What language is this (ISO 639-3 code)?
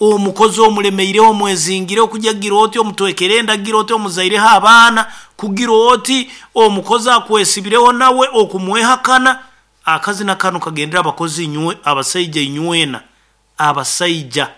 nyn